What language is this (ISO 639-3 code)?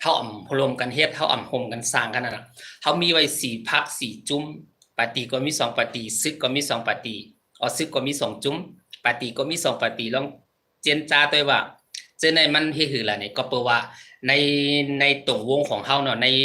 shn